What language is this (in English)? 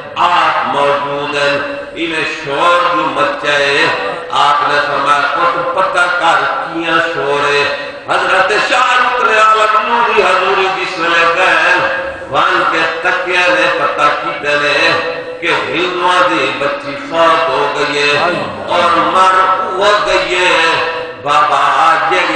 Saraiki